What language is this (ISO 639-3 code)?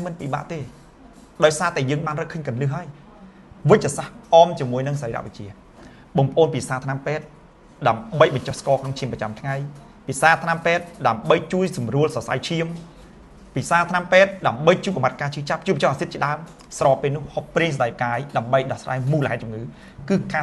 khm